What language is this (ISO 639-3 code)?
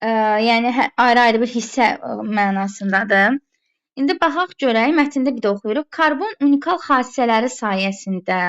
aze